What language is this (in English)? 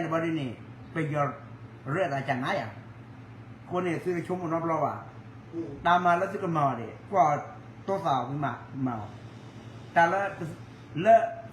S'gaw Karen